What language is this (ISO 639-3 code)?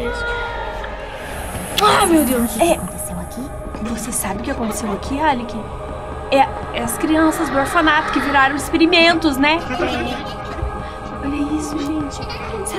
por